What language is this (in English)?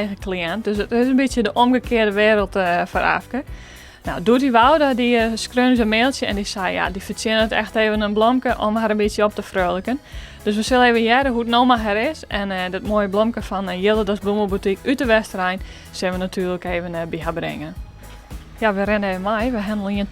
Western Frisian